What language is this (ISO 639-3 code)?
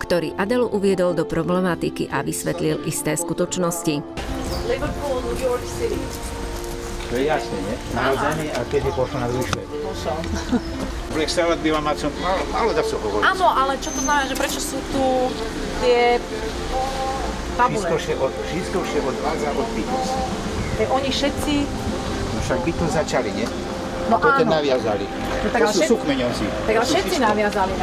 slk